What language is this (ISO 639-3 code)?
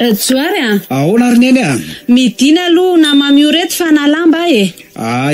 mlg